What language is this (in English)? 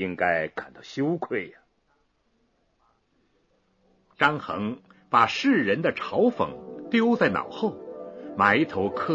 Chinese